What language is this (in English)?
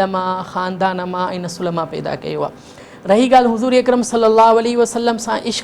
Sindhi